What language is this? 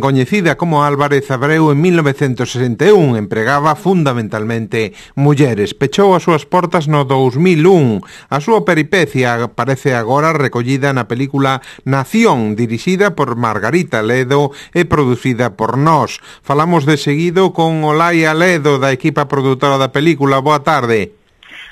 Galician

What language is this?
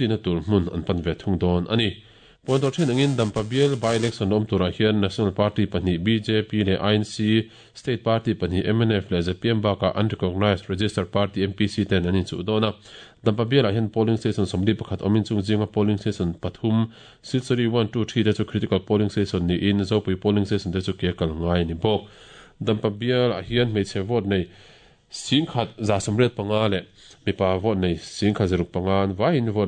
Mizo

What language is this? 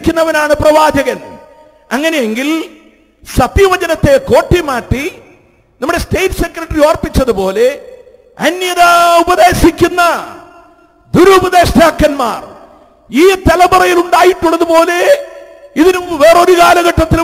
Malayalam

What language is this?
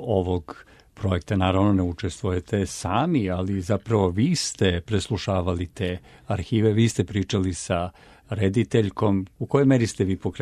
Serbian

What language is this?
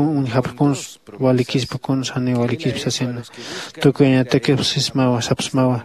Aymara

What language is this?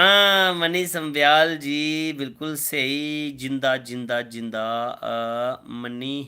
Dogri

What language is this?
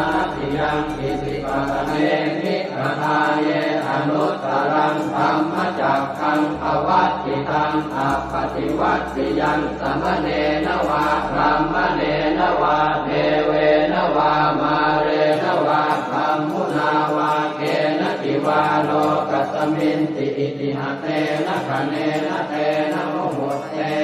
Pali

